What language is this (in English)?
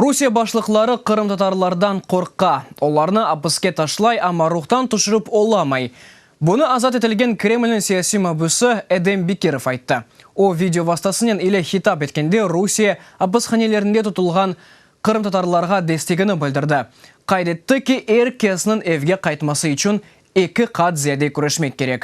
Crimean Tatar